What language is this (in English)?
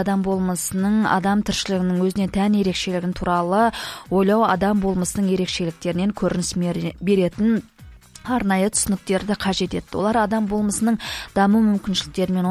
Kazakh